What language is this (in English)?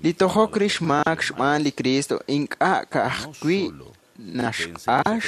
Kekchí